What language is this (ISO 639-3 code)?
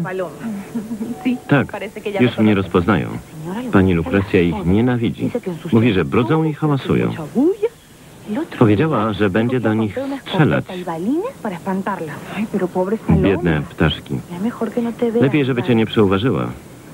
pol